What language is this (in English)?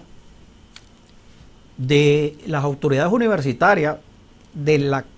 Spanish